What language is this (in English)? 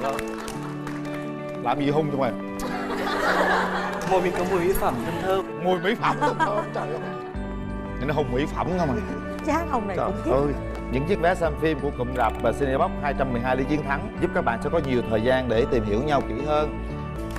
Vietnamese